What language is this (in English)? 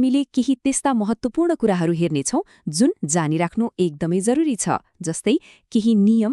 Nepali